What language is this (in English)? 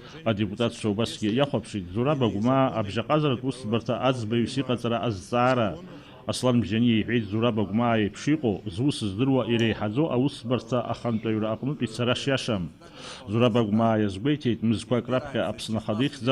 Abkhazian